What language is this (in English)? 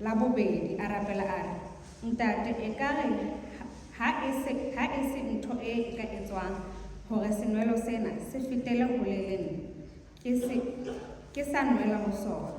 Southern Sotho